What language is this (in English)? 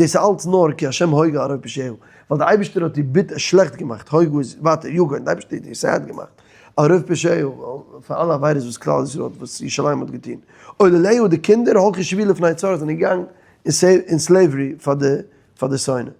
Yiddish